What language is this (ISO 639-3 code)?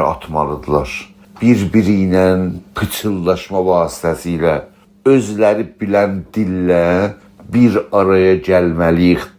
azb